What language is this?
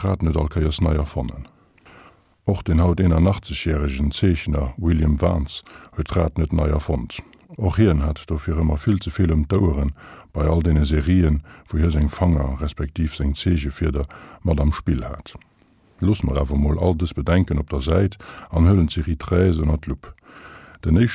Luxembourgish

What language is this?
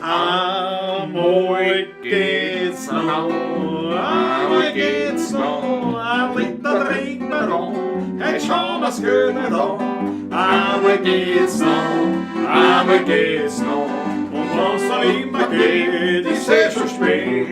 Bavarian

